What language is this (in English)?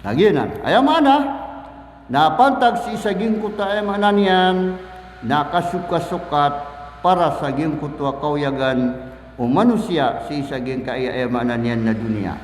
Maranao